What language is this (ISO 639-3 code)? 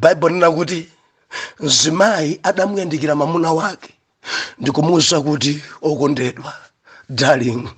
nya